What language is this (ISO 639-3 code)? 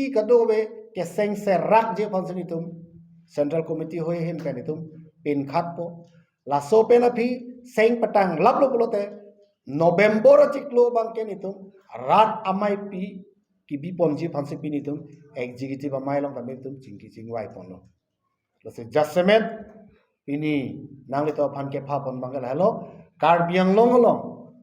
mjw